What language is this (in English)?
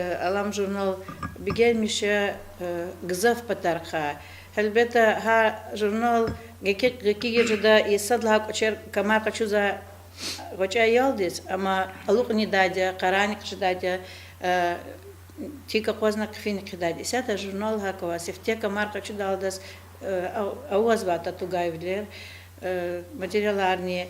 Lezghian